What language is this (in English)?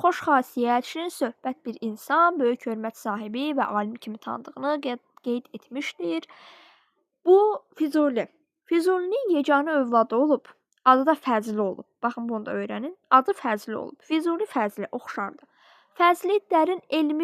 Azerbaijani